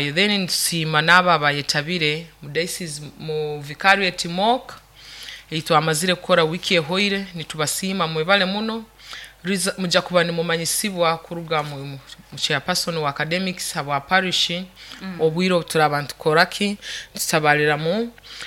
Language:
Nyoro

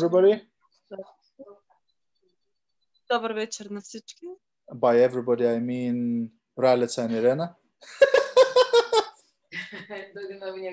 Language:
Bulgarian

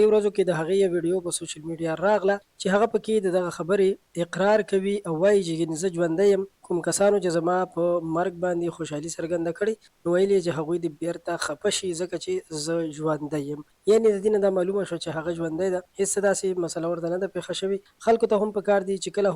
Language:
Pashto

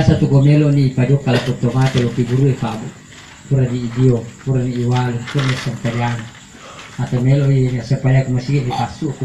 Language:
Buginese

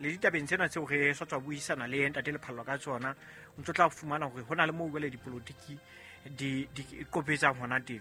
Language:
Southern Sotho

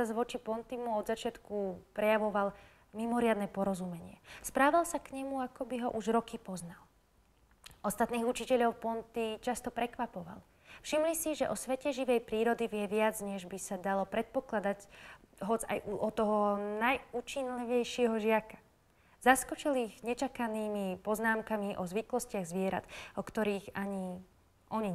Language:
Slovak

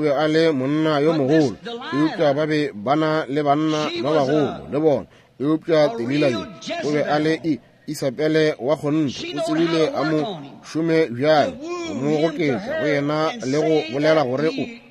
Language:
Northern Sotho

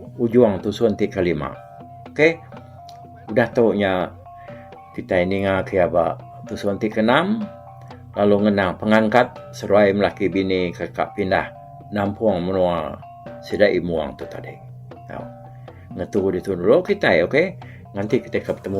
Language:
Iban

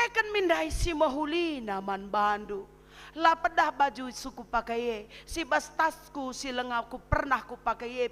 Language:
Batak Karo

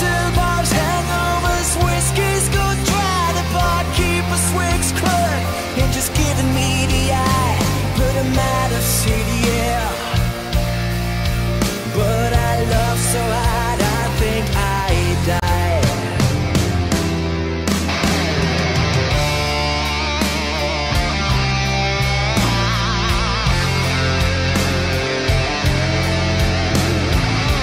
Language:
English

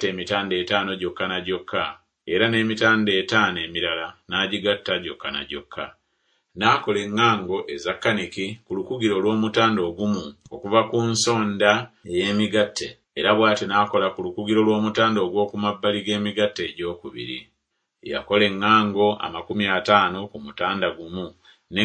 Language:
Ganda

